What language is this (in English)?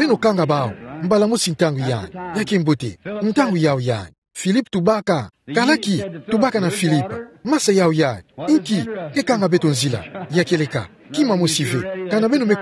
Kituba (Democratic Republic of Congo)